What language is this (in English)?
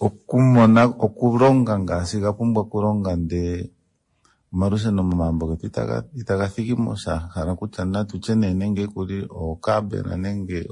Kuanyama